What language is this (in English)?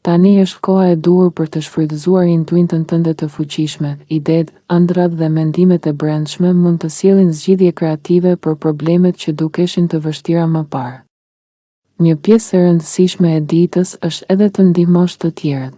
Albanian